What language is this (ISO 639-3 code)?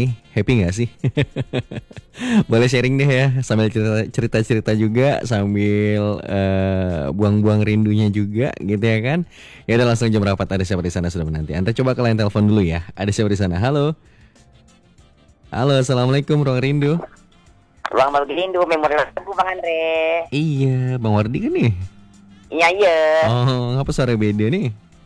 ind